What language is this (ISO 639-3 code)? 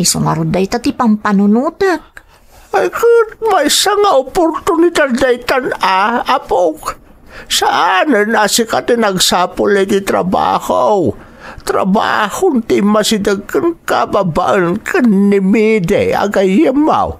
ilo